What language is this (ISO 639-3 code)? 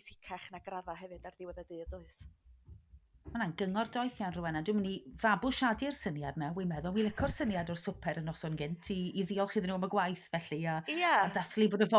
cym